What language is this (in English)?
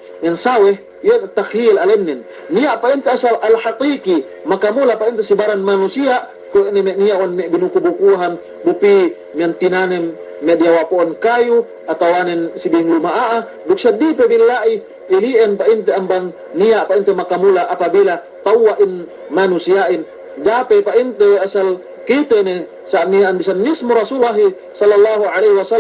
Yakan